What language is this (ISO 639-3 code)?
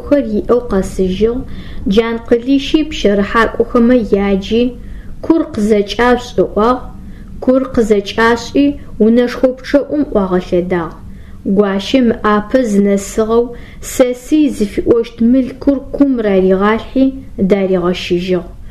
ady